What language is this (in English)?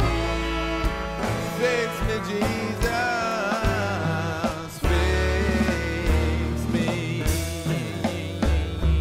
English